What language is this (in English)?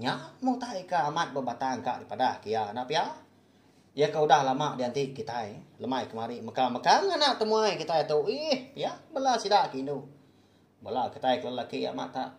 Iban